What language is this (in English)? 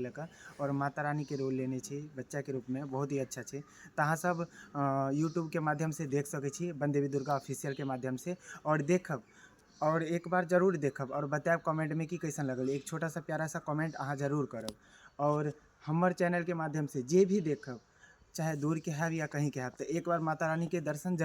Maithili